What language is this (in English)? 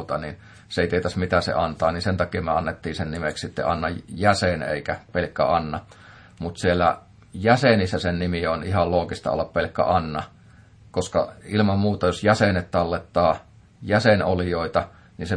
Finnish